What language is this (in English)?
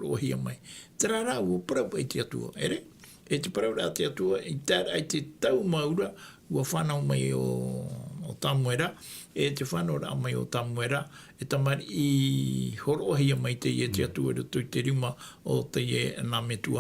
Tahitian